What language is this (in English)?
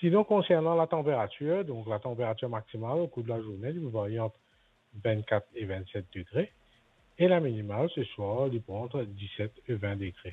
Morisyen